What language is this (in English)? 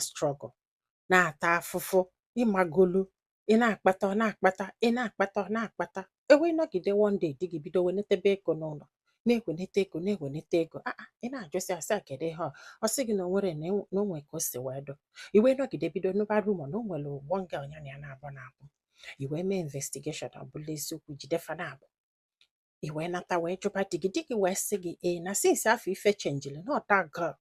Igbo